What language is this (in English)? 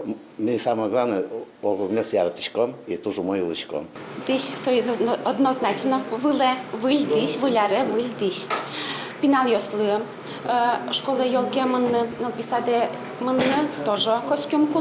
Udmurt